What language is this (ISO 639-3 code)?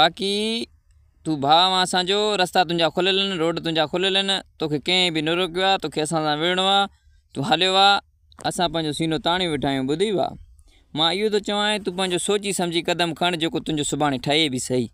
snd